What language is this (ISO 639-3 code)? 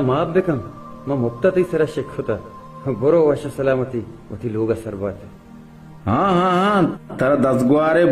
bal